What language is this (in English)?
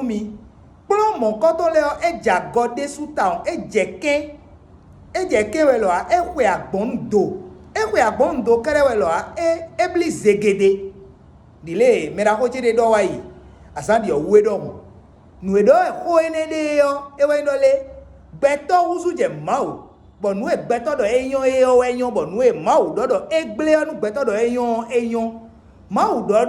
Fon